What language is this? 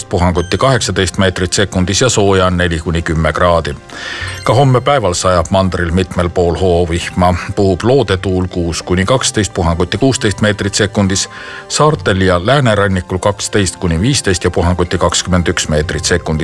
Estonian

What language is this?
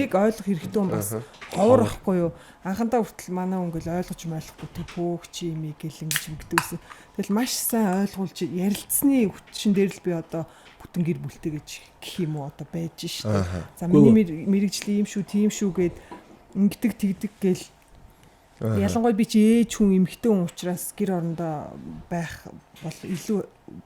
Mongolian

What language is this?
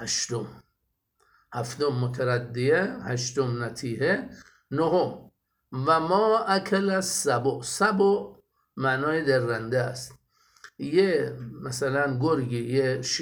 Persian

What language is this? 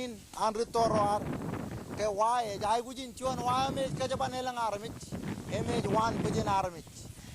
Marshallese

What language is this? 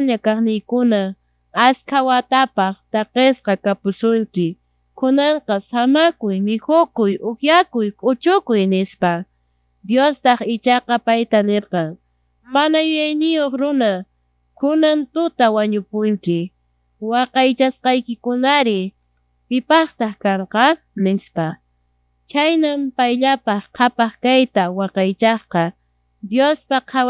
Quechua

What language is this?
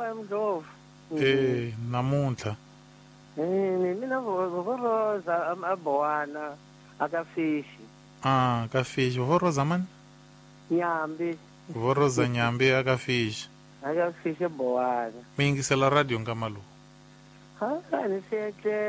Tsonga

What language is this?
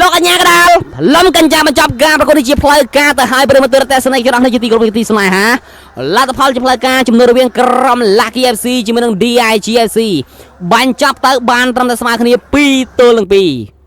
Khmer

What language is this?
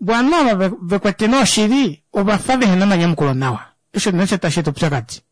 Kuanyama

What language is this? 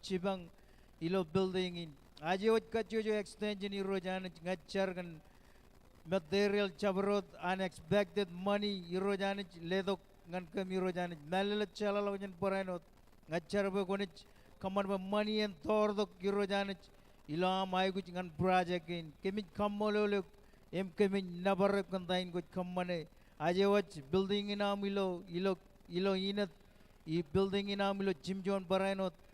Marshallese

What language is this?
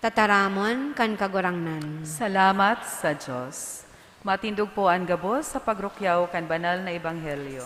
Bikol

